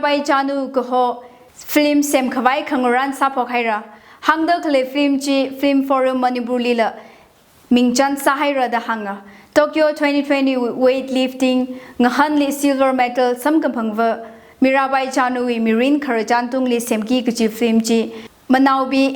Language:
Tangkhul Naga (India)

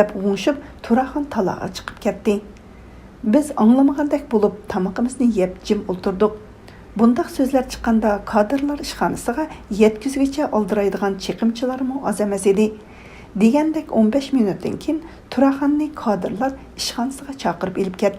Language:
Uyghur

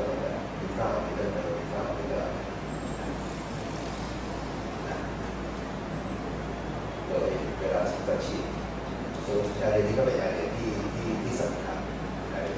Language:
Thai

